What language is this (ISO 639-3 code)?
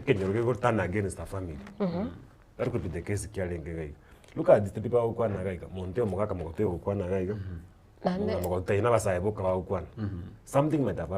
guz